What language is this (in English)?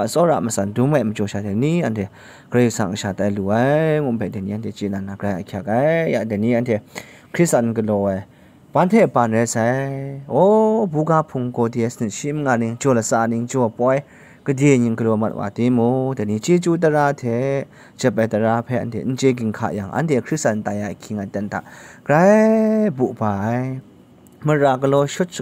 Kachin